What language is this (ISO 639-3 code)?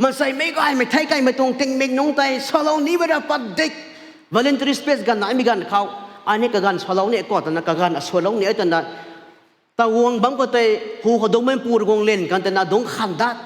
nbu